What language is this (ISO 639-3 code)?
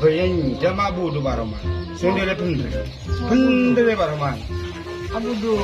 mad